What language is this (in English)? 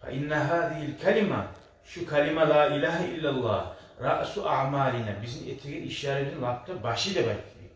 Kumyk